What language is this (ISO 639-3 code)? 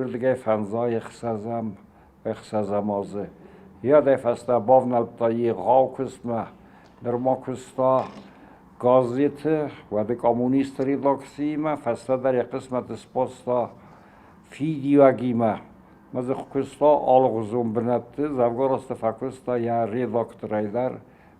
oss